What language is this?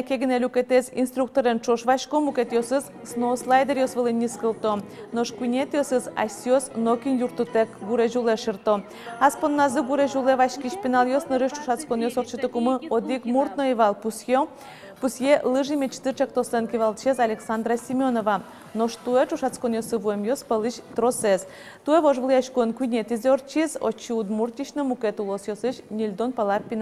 Udmurt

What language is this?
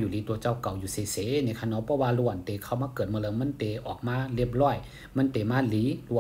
Shan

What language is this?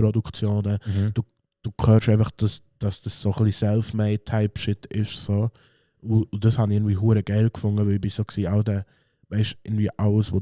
Swiss German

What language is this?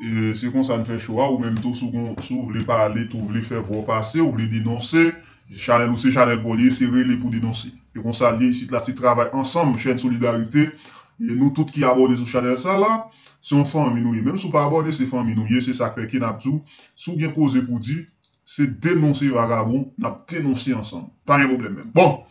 Haitian Creole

